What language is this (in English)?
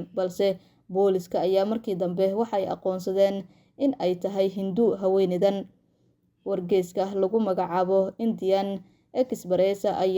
Somali